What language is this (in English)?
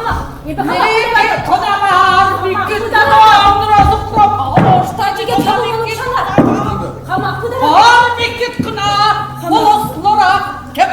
Chuvash